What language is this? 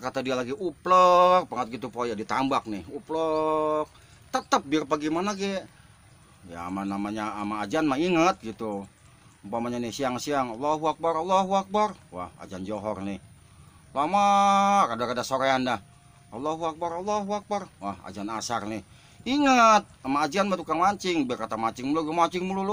Betawi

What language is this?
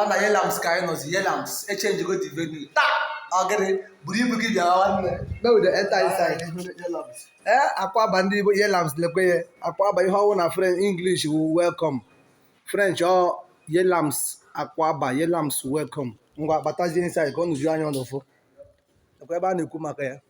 Igbo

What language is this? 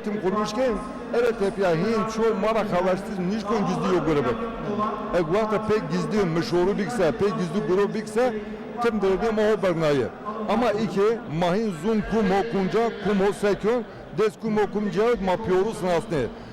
Zaza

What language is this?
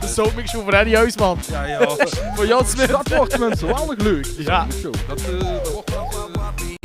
Limburgish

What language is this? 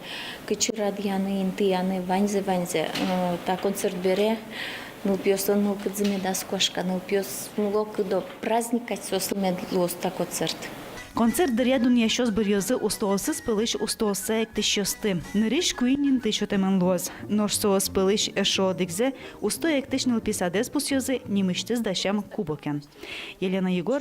Udmurt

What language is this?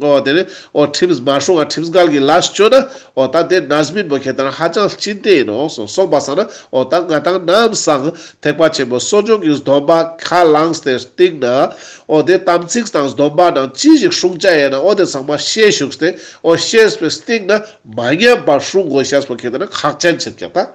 Ladakhi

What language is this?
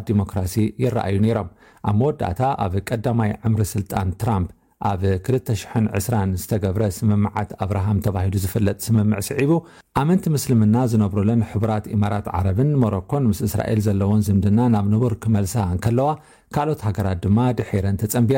Tigrinya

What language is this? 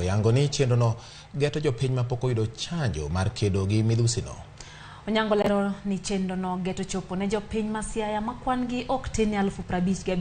Luo (Kenya and Tanzania)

